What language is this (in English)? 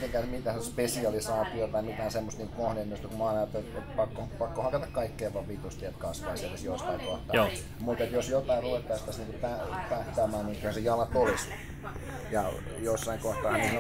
Finnish